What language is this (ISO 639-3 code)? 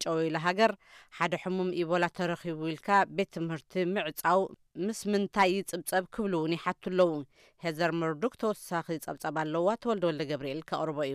tir